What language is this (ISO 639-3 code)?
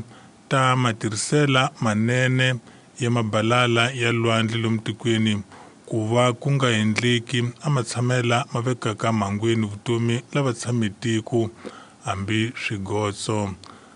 tso